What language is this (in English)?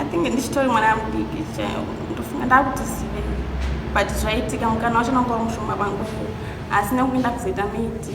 Shona